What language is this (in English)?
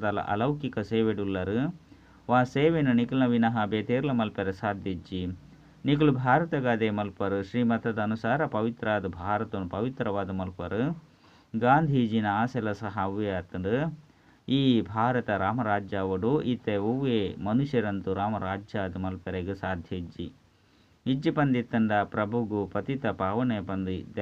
Tulu